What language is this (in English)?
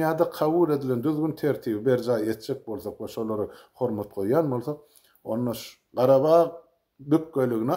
Turkmen